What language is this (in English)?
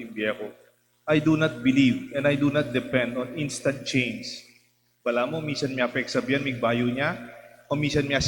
Pampanga